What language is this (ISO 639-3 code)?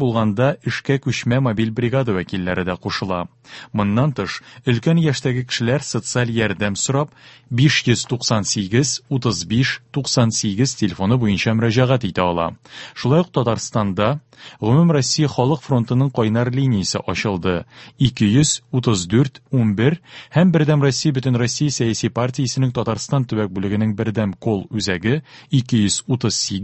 tat